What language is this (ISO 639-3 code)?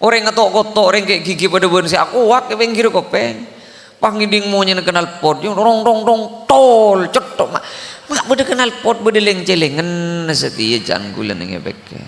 mad